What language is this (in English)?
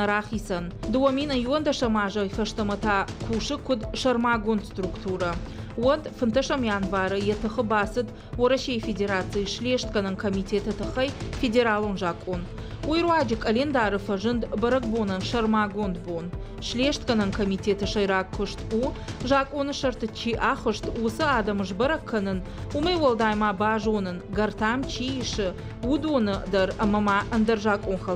Ossetic